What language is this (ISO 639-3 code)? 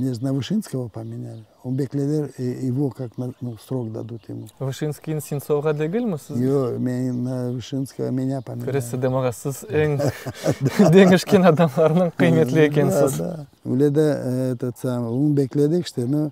crh